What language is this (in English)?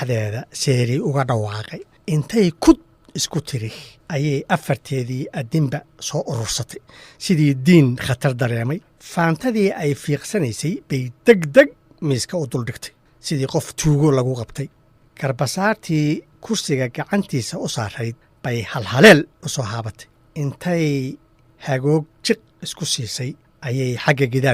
Somali